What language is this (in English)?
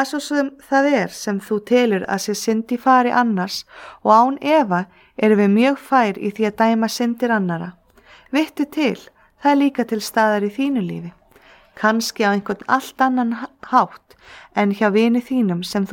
Icelandic